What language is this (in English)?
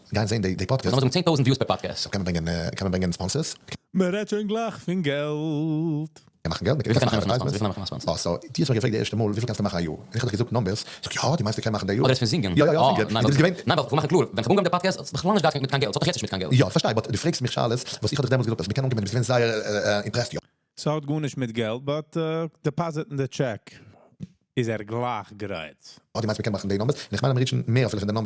Yiddish